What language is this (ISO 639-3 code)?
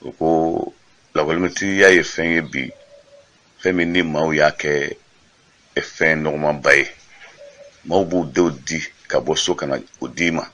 bam